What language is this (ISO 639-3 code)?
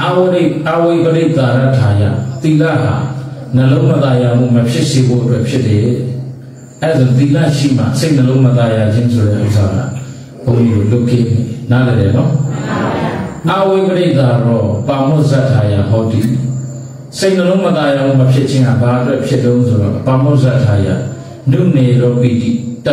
mya